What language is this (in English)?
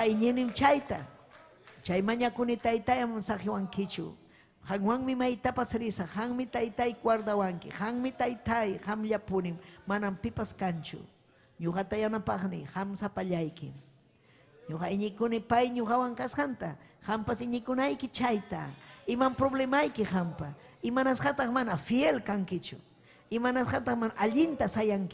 Ayacucho Quechua